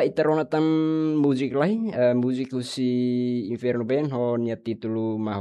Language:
Tetum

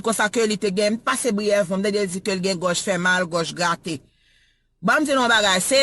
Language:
Haitian Creole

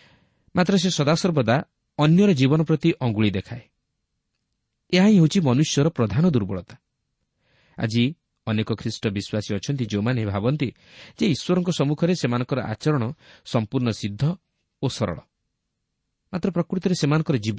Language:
Odia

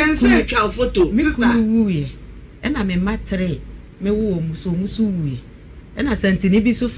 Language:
Akan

